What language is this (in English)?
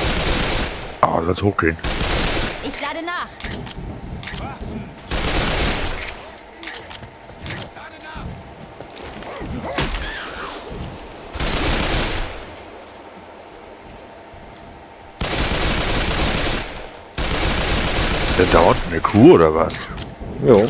German